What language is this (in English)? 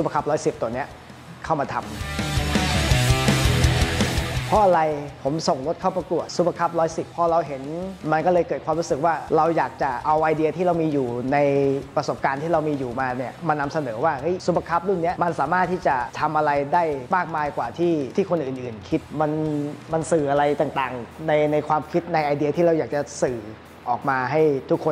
Thai